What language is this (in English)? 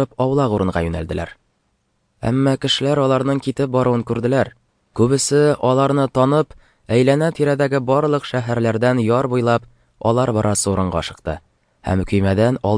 Tatar